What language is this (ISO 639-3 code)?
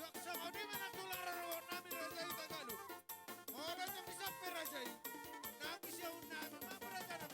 bbc